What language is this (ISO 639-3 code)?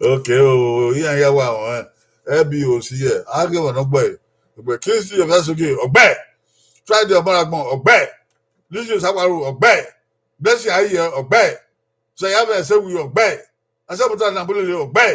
bin